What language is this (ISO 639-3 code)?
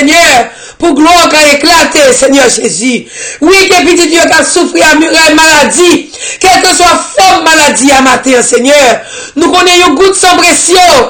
fra